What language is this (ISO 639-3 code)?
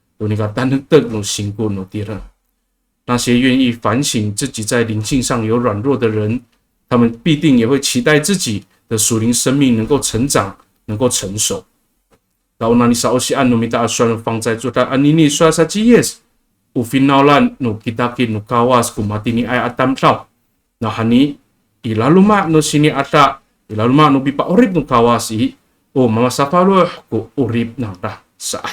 ami